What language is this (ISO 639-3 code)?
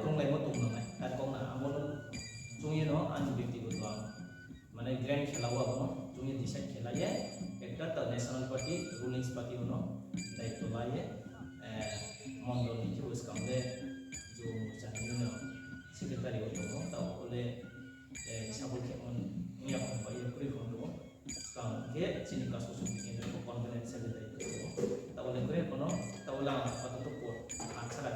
ria